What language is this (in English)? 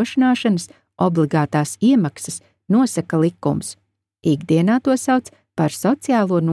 Latvian